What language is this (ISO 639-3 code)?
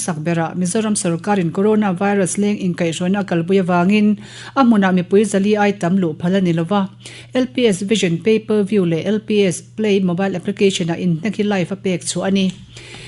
lus